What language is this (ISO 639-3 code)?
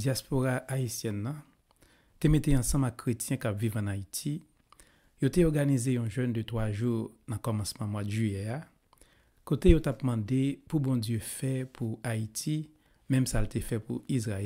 hat